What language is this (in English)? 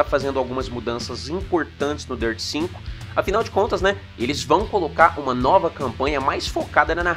Portuguese